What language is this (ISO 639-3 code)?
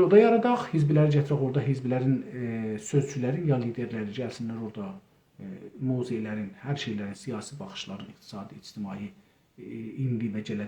azb